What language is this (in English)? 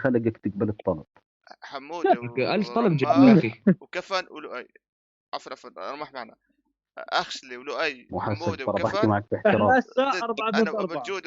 North Levantine Arabic